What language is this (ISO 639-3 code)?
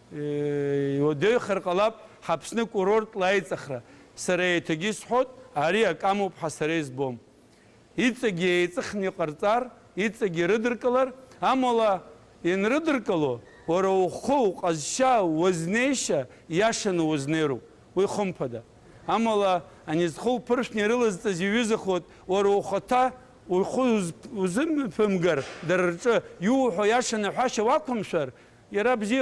abk